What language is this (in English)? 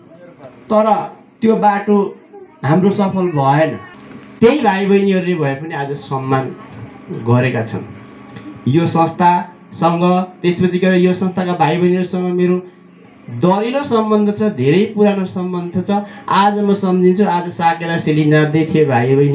Nepali